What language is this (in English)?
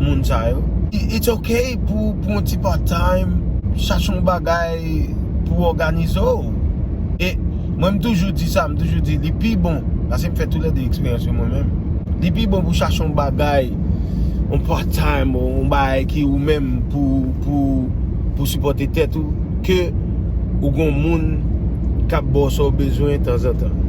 Haitian Creole